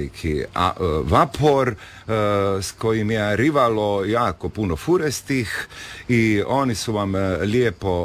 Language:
Croatian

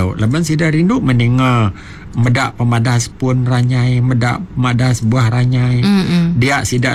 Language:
Iban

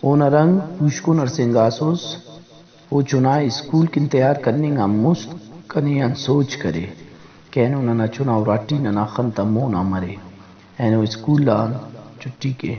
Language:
Brahui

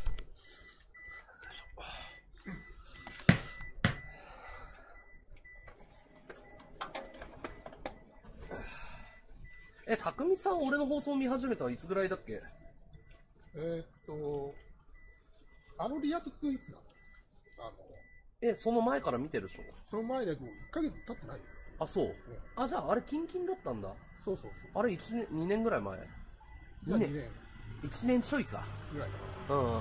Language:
Japanese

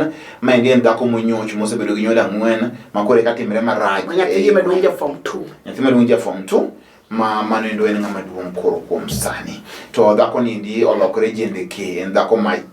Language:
Luo (Kenya and Tanzania)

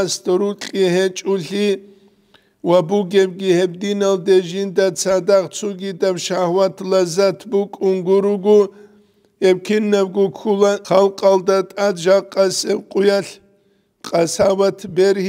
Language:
Avaric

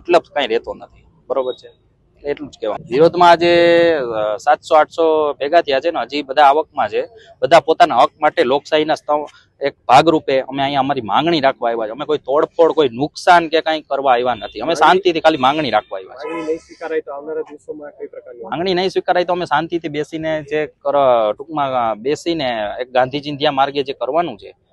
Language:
Gujarati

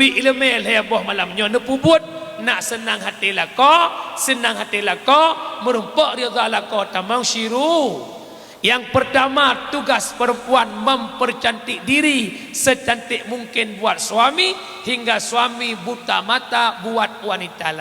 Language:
Achinese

